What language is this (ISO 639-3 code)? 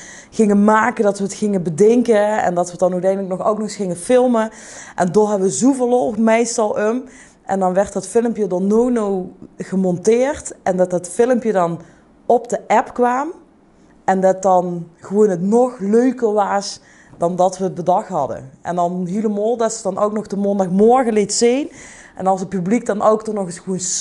lim